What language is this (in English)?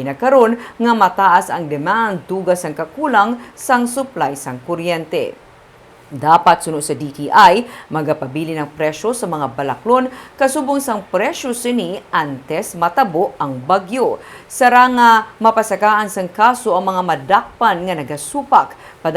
Hiligaynon